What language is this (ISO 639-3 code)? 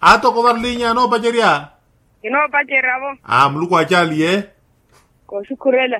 vmw